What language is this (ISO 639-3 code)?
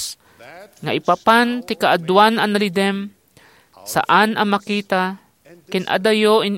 ilo